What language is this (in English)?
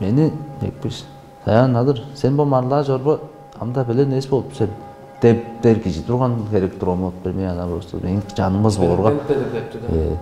Tuvinian